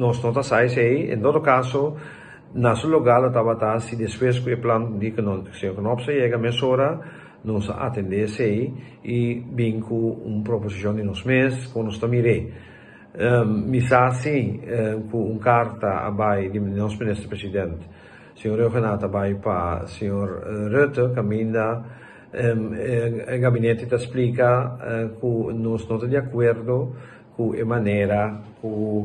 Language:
Papiamento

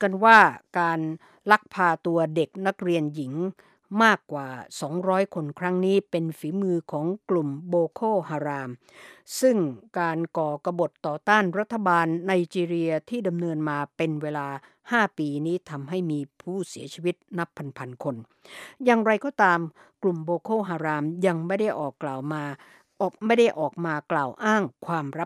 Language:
Thai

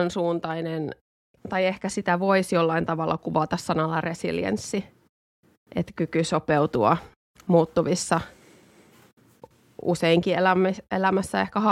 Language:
Finnish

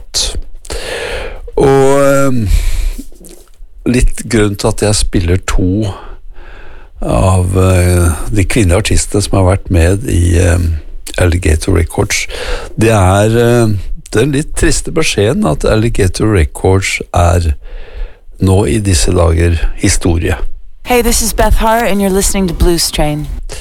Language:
Norwegian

